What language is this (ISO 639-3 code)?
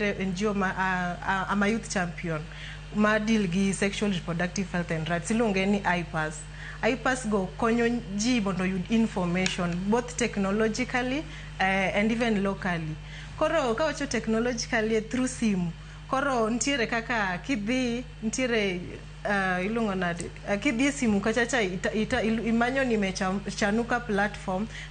luo